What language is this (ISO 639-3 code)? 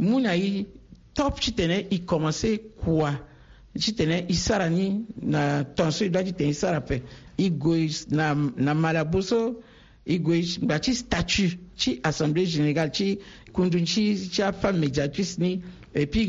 sag